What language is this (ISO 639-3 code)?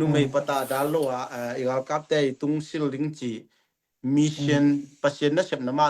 ctd